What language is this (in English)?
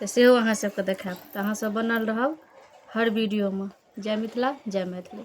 Maithili